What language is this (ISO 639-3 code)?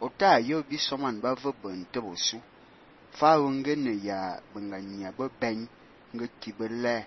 fan